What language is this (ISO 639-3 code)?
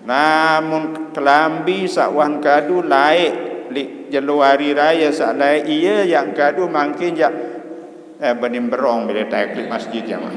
sas